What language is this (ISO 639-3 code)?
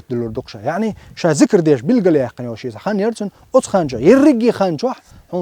che